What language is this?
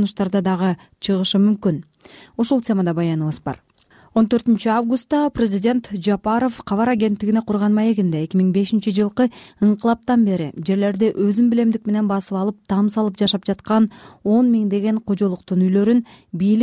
Kyrgyz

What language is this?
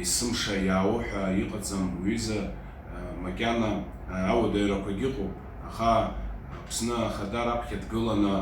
Abkhazian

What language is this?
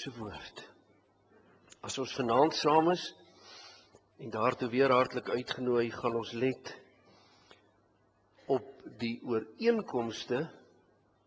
Afrikaans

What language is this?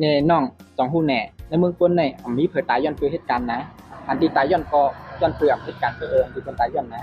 Shan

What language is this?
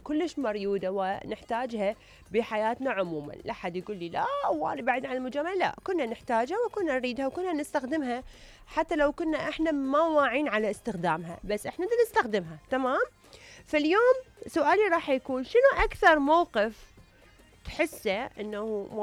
Mesopotamian Arabic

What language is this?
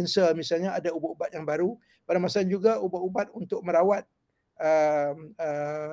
Malay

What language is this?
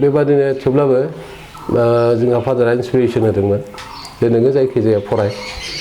Bodo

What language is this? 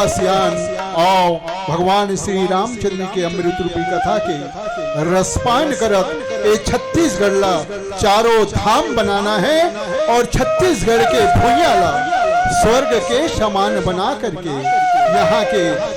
Chhattisgarhi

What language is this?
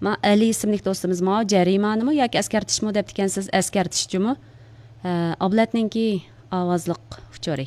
Uyghur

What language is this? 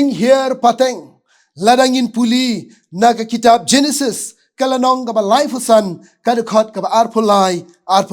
Khasi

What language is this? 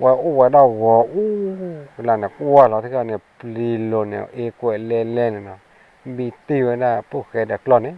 S'gaw Karen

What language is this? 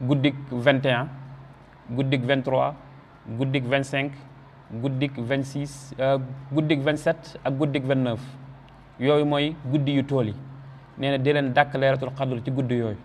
Wolof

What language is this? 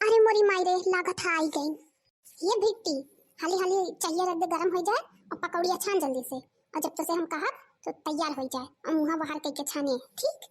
Awadhi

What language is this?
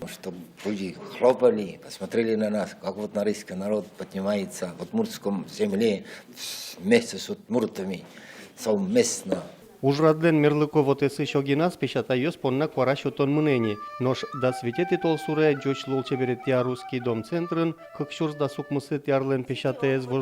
Udmurt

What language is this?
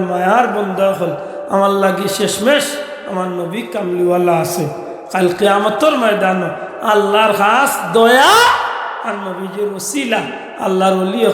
Sylheti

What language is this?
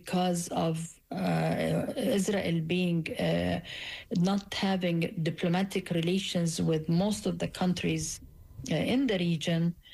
English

